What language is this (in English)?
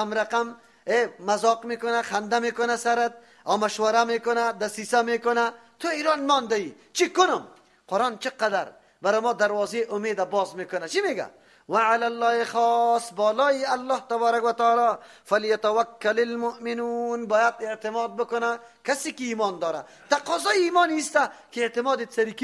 Persian